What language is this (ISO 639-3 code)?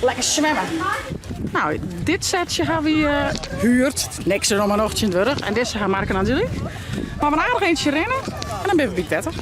fry